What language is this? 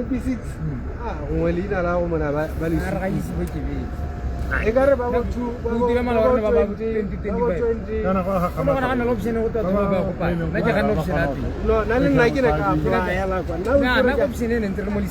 Tswana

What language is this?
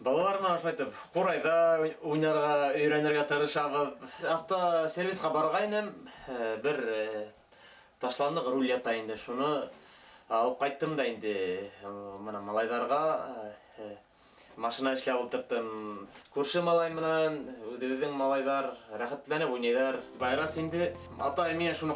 Bashkir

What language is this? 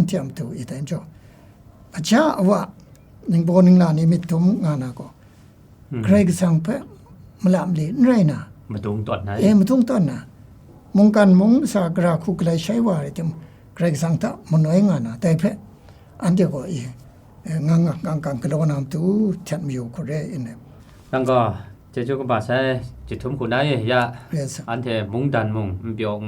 Kachin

